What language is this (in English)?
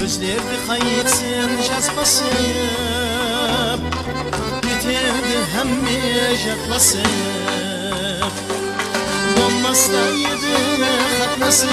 Kara-Kalpak